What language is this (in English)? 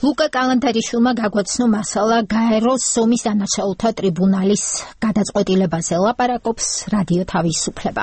Georgian